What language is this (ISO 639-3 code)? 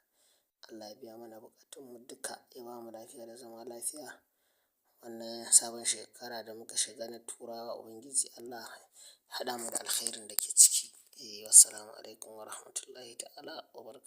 hau